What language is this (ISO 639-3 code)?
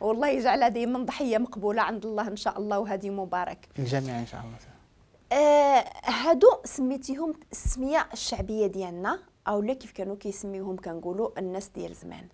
ary